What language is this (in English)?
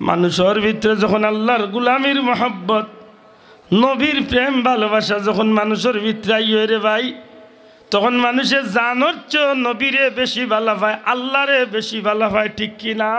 Sylheti